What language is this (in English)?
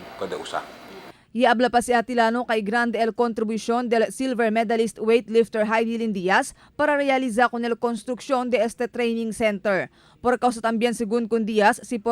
Chavacano